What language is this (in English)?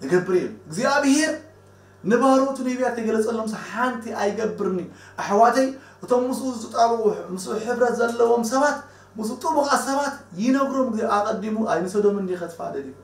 Tigrinya